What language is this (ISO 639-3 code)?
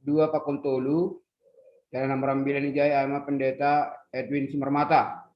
bts